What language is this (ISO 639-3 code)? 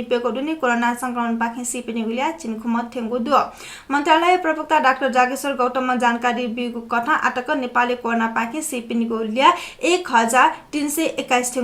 new